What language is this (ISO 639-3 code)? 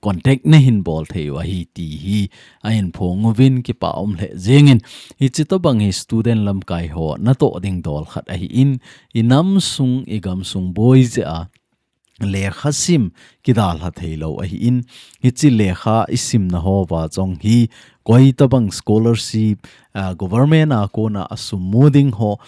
tcz